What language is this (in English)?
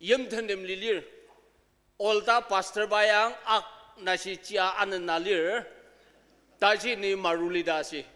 Ao Naga